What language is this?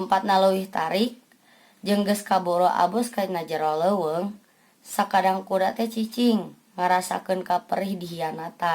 Sundanese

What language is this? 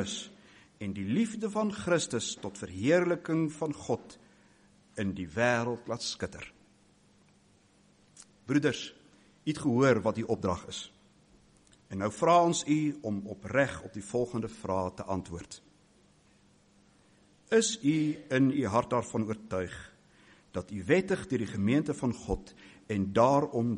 Afrikaans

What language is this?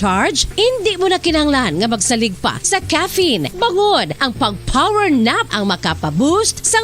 Hiligaynon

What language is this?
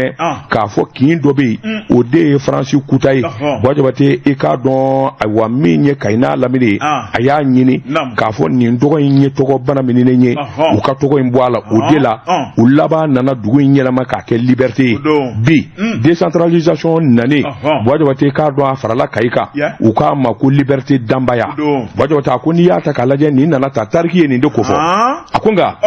Bambara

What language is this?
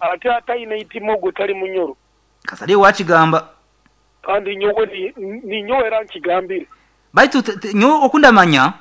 Nyankole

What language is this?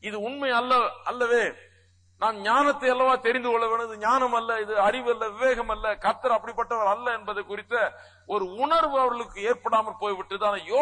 Tamil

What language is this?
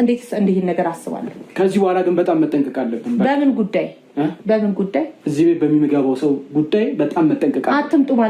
Amharic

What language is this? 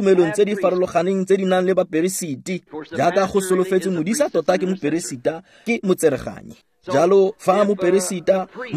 Tswana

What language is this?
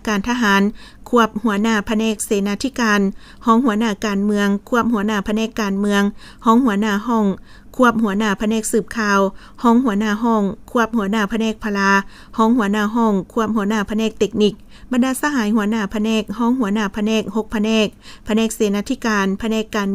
Lao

